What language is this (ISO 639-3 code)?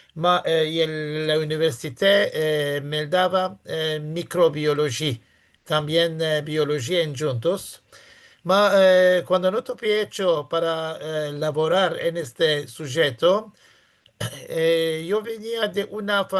lad